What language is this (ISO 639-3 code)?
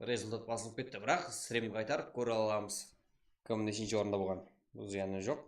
kaa